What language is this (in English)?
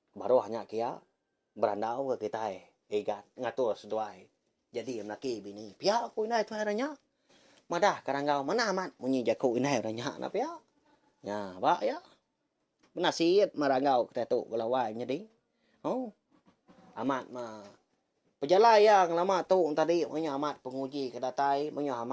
Iban